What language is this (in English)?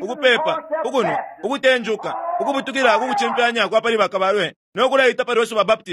Bemba